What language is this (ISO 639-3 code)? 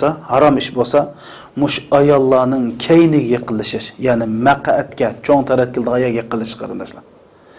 uig